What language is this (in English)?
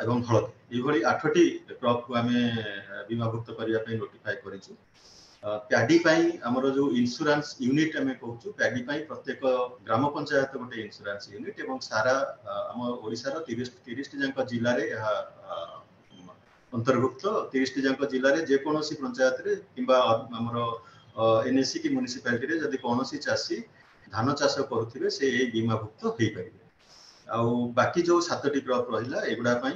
Odia